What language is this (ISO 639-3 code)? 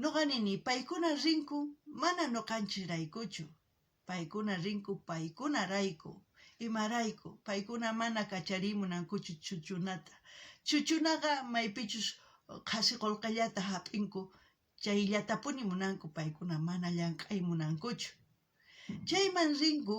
quh